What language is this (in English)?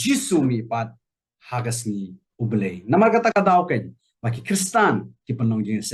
Khasi